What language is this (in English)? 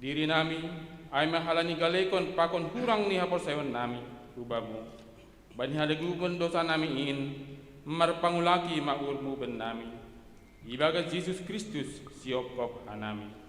Batak Simalungun